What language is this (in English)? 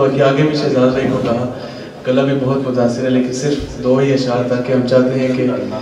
Urdu